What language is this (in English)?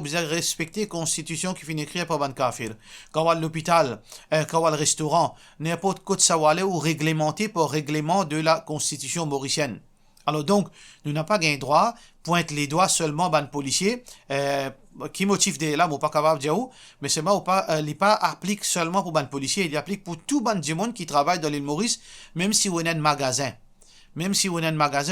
Morisyen